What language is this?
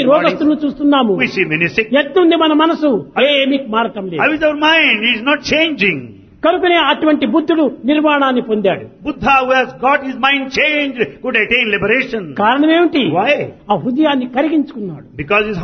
Telugu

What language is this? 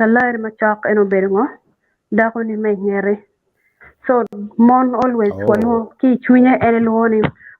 Acoli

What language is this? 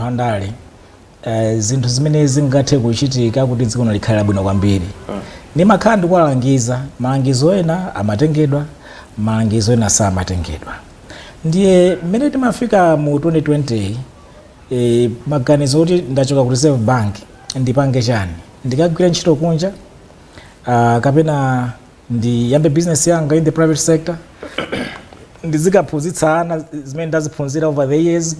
Nyanja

